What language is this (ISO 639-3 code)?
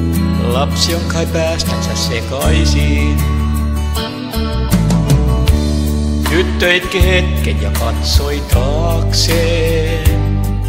fin